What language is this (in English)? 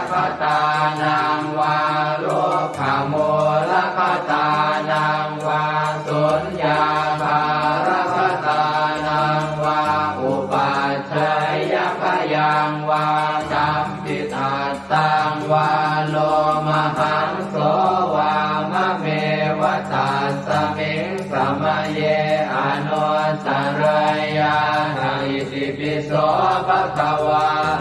Pali